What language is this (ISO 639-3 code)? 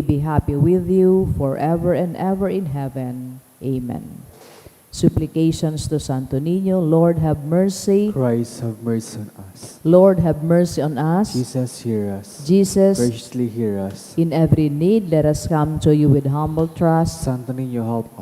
bik